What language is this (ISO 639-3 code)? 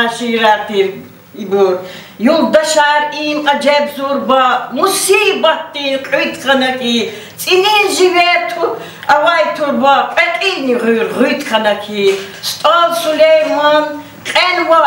lez